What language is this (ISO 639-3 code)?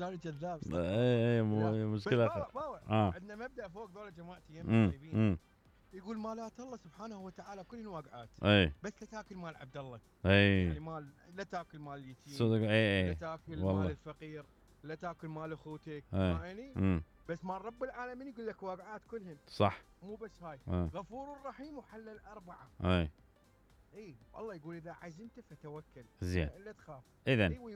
acm